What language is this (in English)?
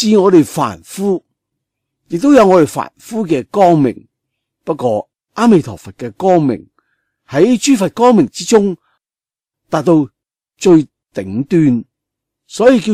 Cantonese